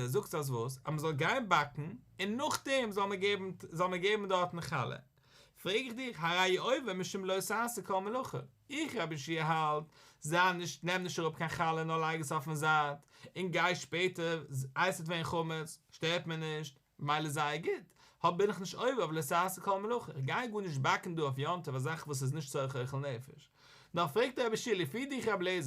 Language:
Yiddish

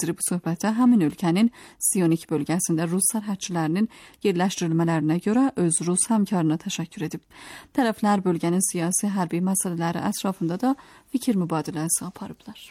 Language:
Azerbaijani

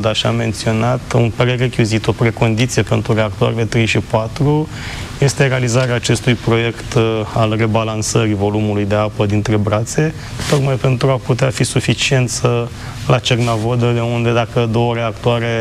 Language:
Romanian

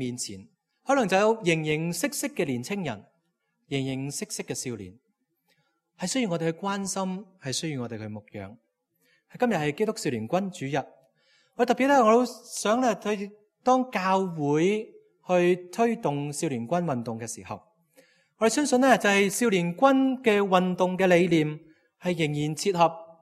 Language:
Cantonese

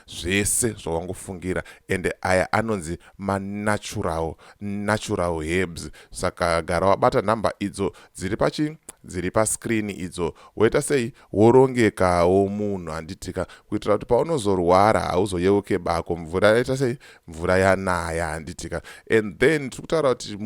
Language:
Shona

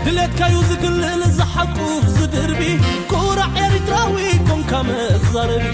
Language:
Tigrinya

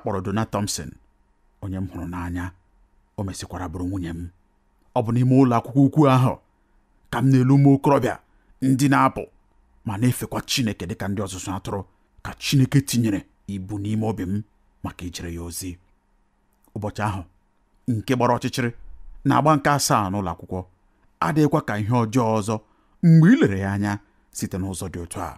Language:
Igbo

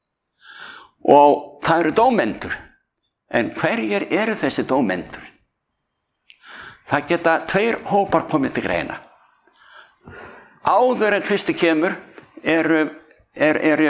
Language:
Icelandic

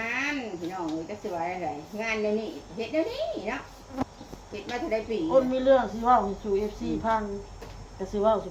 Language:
Northeastern Thai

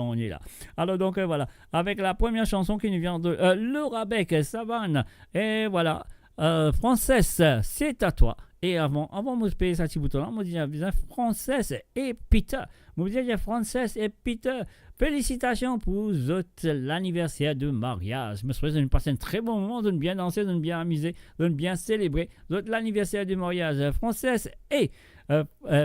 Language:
Morisyen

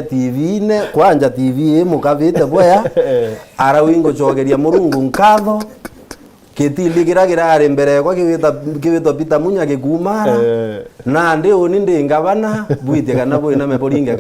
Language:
Meru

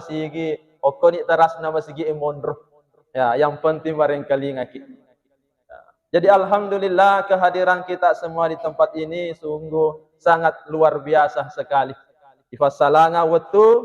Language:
Buginese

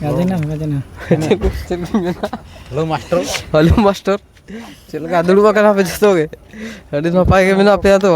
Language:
Santali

